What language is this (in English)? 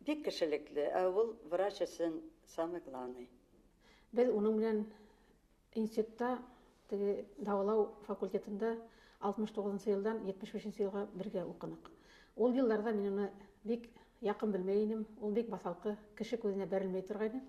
Bashkir